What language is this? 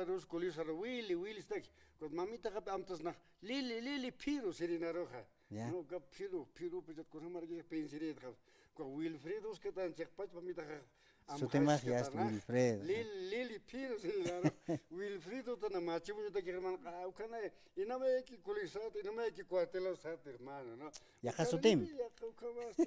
Aymara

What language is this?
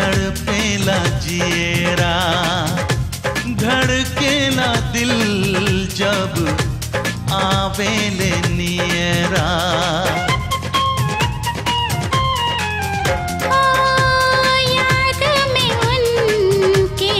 Bhojpuri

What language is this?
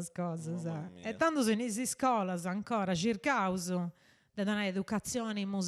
Sardinian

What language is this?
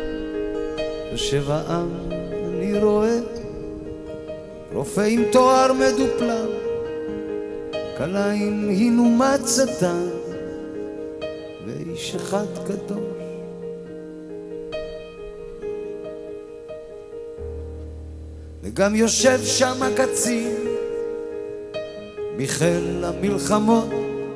Hebrew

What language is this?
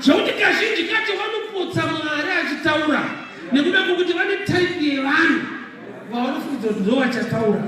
Shona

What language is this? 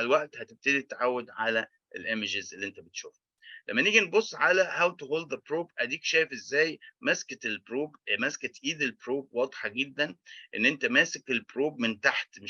Egyptian Arabic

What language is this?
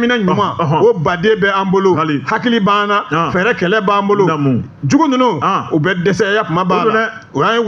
Bambara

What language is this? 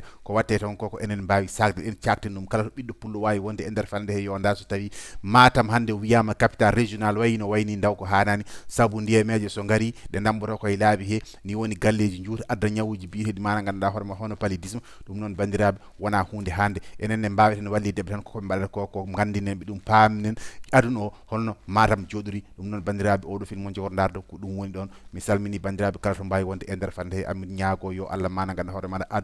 Fula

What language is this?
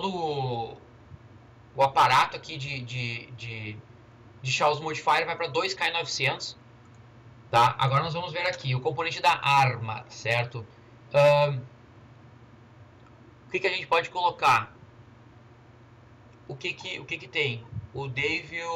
Portuguese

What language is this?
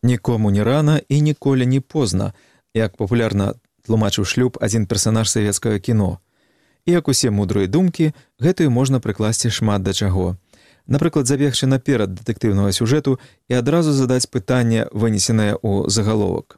Belarusian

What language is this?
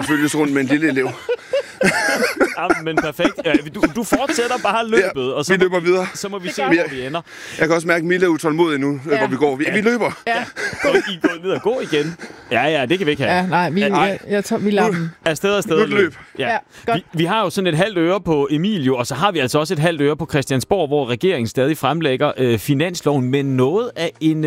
Danish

